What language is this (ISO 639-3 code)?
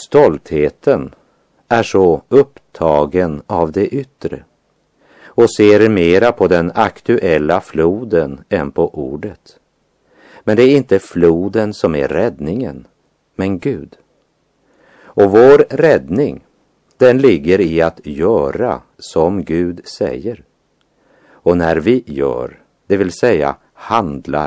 swe